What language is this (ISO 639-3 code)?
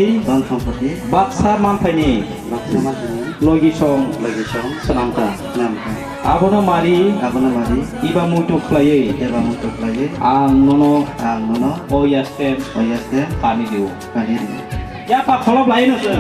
trp